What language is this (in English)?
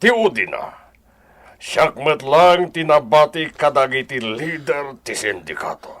Iloko